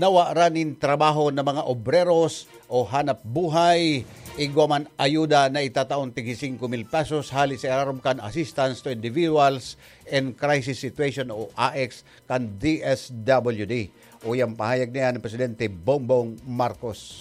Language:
Bikol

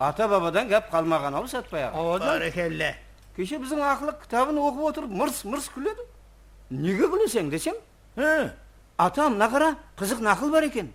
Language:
Kara-Kalpak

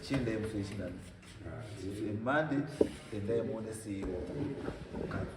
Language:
Shona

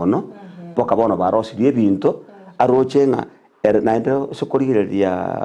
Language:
Gusii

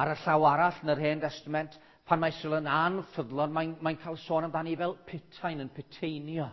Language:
Welsh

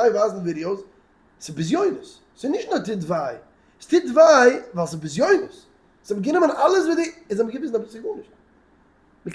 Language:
Yiddish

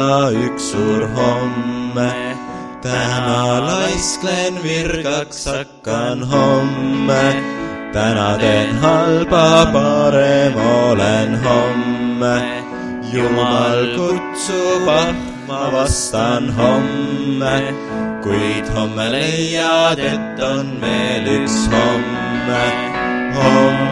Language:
Estonian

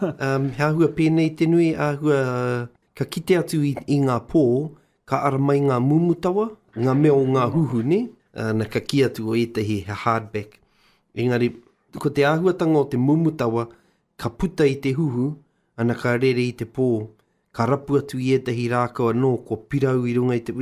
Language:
Māori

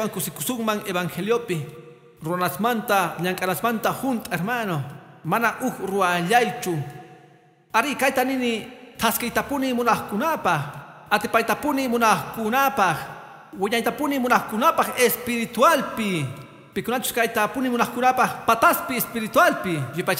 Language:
Quechua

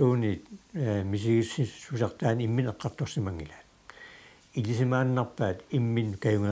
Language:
Kalaallisut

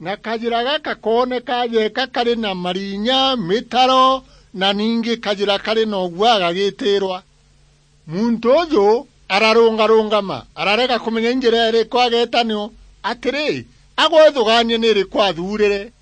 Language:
Meru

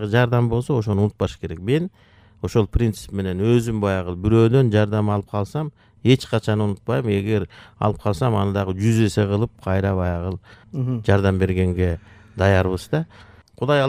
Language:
Kyrgyz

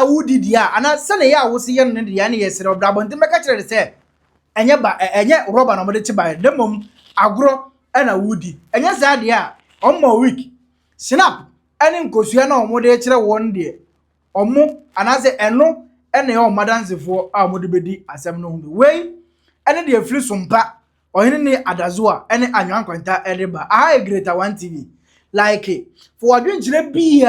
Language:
Akan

